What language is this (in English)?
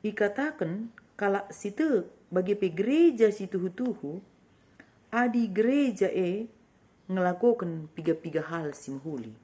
Batak Karo